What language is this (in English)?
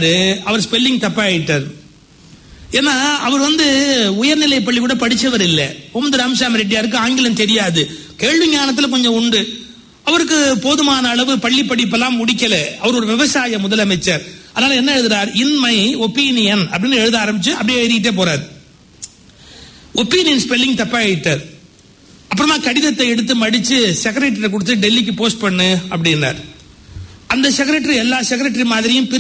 Tamil